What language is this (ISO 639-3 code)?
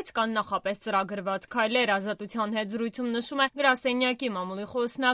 hye